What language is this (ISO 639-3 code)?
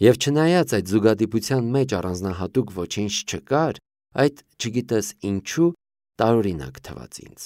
hye